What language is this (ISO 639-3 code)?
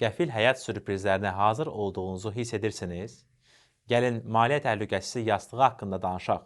aze